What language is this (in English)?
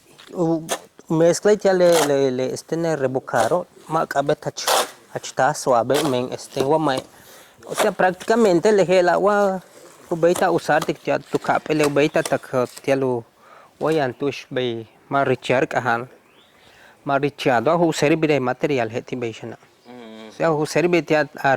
Yucateco